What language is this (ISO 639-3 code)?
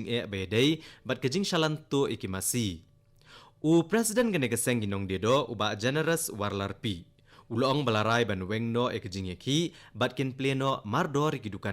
kha